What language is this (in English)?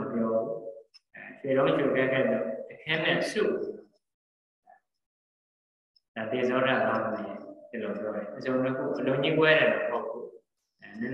Burmese